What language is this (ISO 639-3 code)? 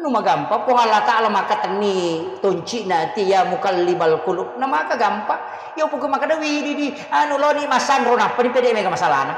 bug